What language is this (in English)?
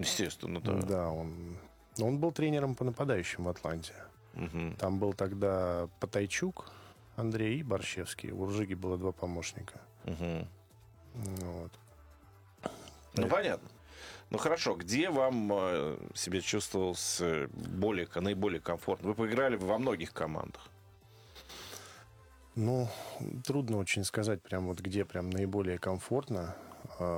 Russian